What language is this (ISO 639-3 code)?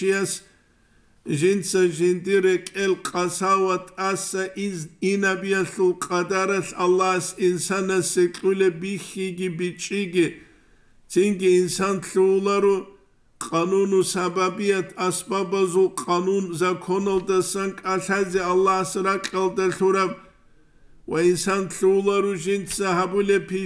ava